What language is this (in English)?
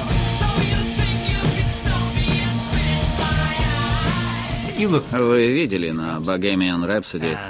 Russian